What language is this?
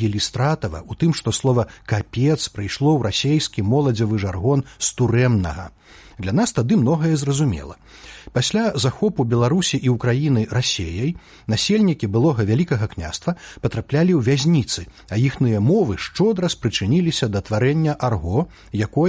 Belarusian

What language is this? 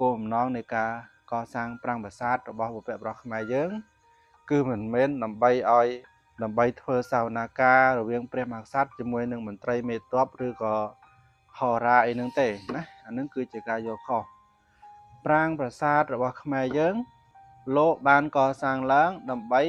Khmer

